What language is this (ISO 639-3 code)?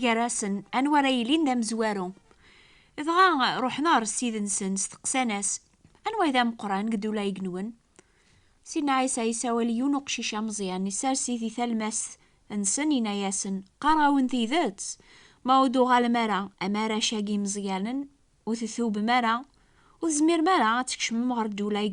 kab